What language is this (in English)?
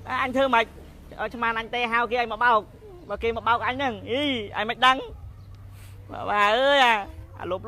Khmer